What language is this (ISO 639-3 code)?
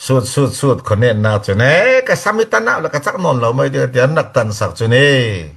cfm